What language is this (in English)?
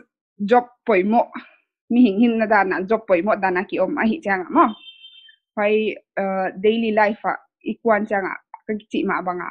Paite Chin